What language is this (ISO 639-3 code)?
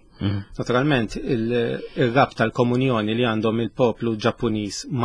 mlt